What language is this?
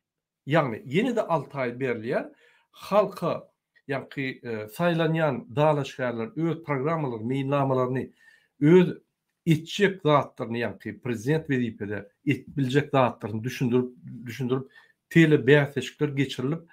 Turkmen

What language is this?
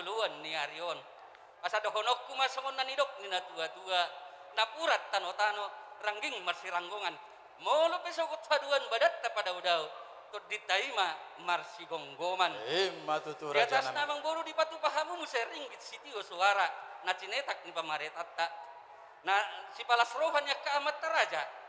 Batak Toba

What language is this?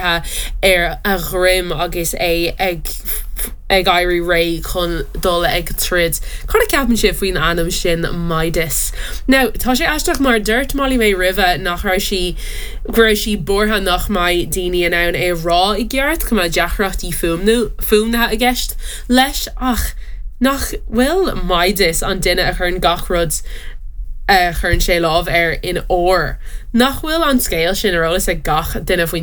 Irish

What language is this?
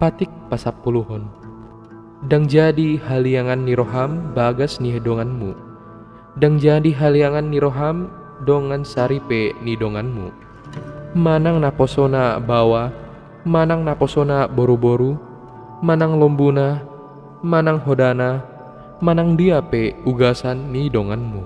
Batak Toba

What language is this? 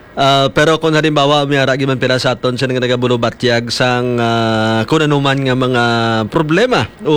Hiligaynon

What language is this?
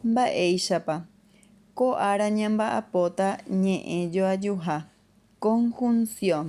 Guarani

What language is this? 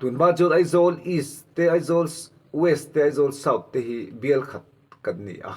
Mizo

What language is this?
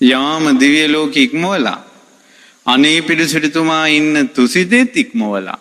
Sinhala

